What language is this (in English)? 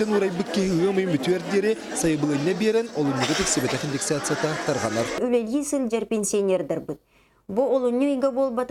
Yakut